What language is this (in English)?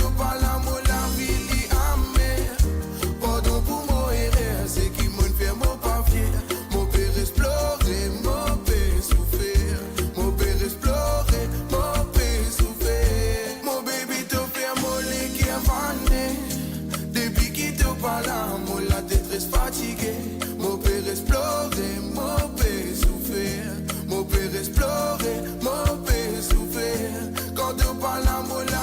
Morisyen